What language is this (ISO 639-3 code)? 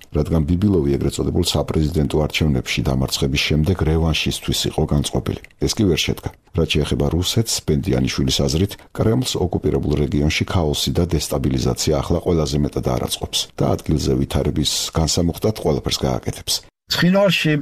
kat